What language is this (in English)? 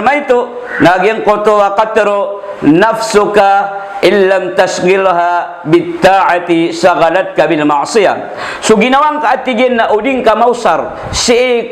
Maranao